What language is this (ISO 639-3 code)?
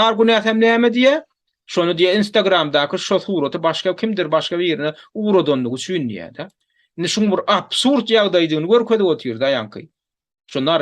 tuk